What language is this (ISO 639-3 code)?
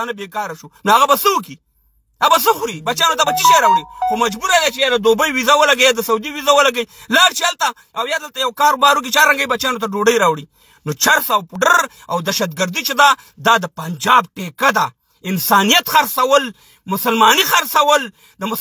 pus